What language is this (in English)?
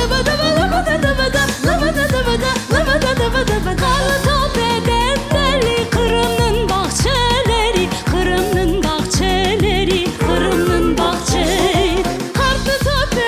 Crimean Tatar